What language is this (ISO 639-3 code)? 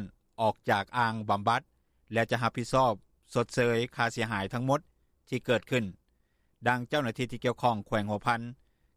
lao